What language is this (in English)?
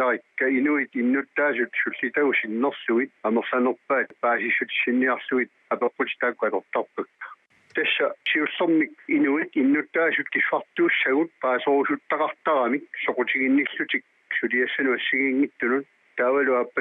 Kalaallisut